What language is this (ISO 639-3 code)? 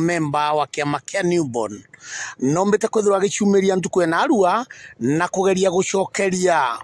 mer